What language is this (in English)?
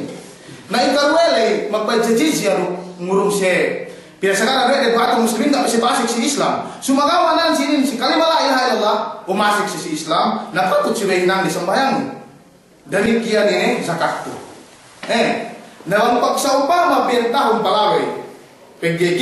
Yakan